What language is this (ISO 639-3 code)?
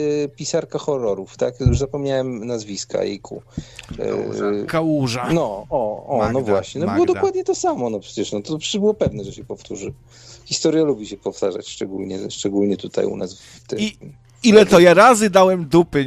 pol